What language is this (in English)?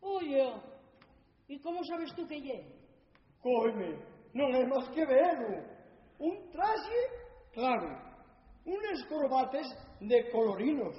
Asturian